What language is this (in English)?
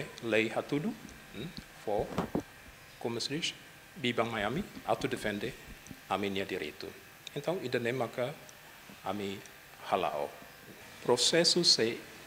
Tetum